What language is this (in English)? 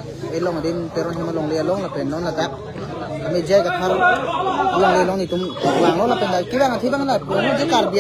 Karbi